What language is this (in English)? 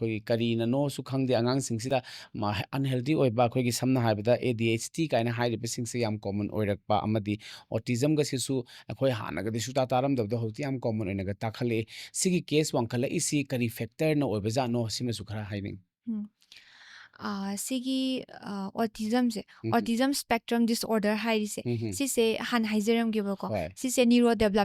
Manipuri